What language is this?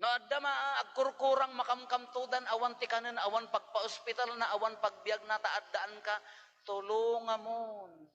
Iloko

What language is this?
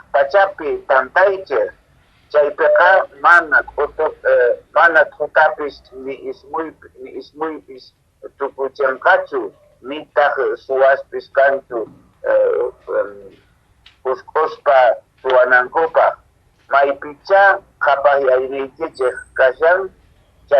Quechua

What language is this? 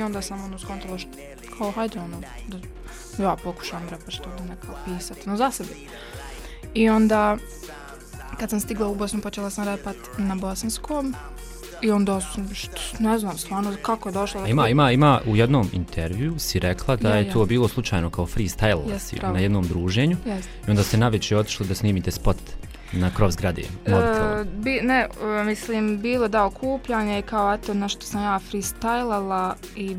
Bosnian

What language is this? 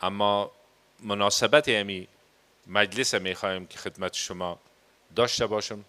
Persian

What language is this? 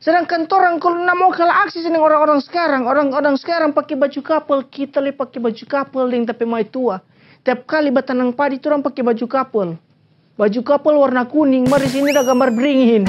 Manado Malay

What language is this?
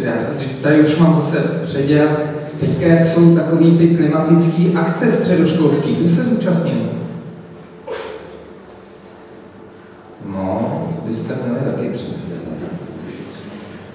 Czech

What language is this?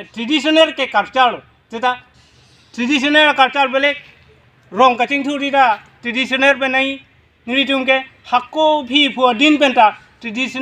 Karbi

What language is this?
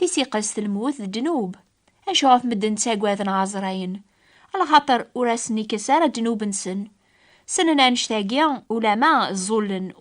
Kabyle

